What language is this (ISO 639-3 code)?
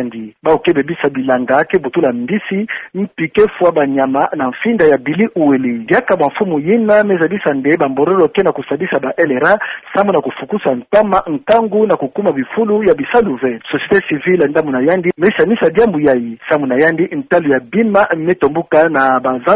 ktu